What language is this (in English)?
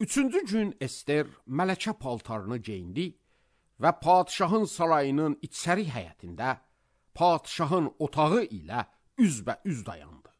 Azerbaijani